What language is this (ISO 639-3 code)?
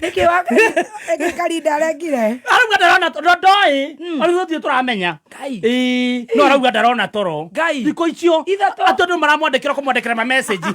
kik